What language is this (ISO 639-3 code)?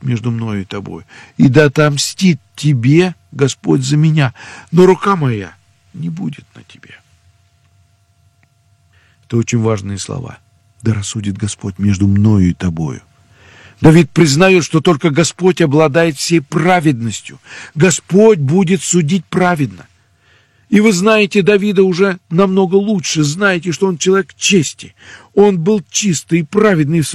rus